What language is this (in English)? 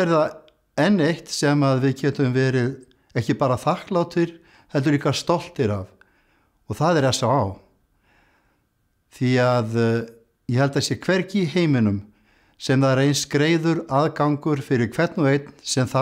Icelandic